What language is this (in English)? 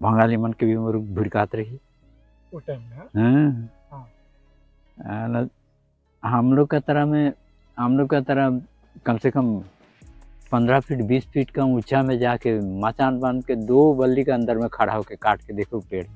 Sadri